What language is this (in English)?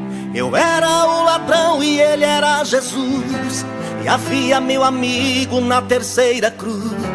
Portuguese